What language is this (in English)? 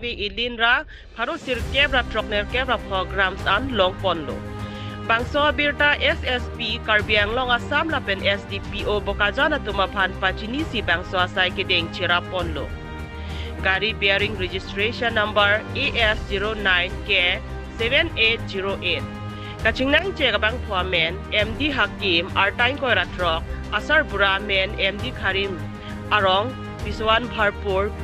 Karbi